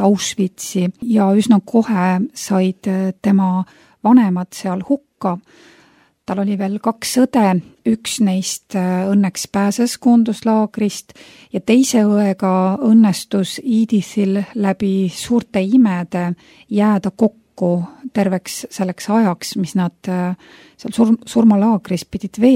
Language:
Estonian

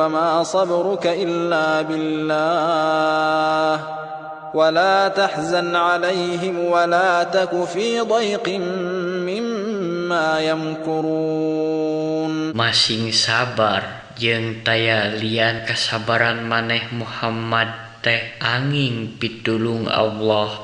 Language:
Sundanese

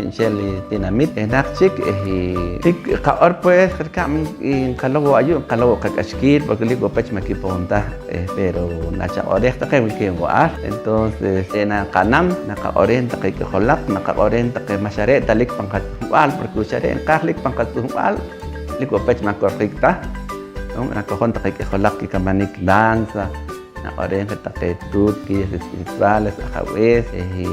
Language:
Poqomchi'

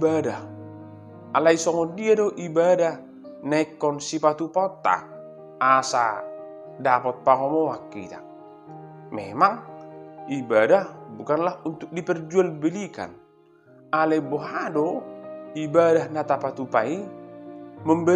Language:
Batak Toba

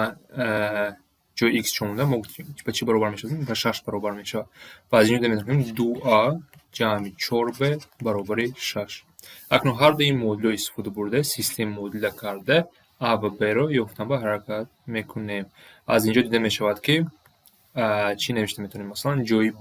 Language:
Tajik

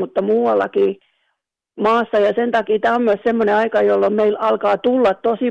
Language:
Finnish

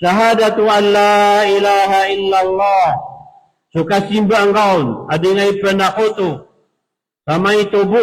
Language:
Maranao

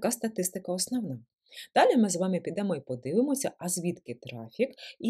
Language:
Ukrainian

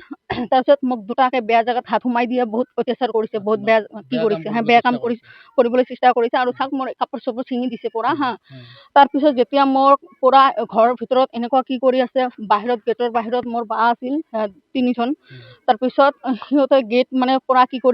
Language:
Assamese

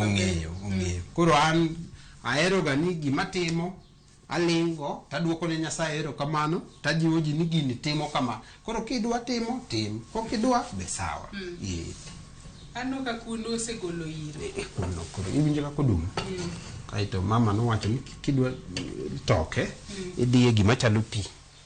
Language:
Luo (Kenya and Tanzania)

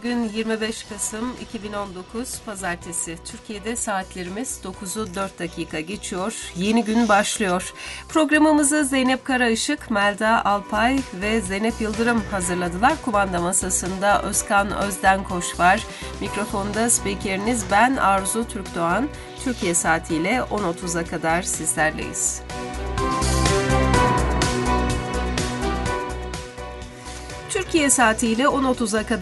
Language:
Turkish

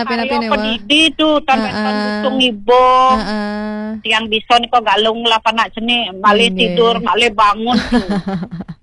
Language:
Balinese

